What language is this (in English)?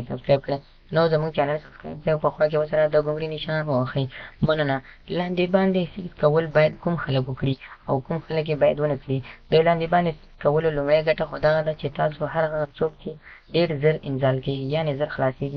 Pashto